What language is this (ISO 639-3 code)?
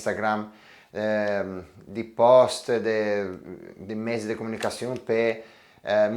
lij